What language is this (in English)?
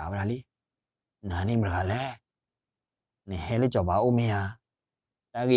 S'gaw Karen